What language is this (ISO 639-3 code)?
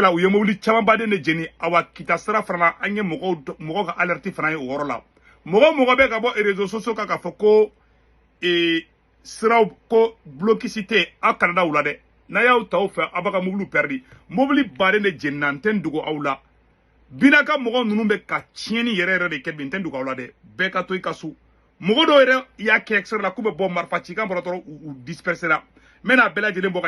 bam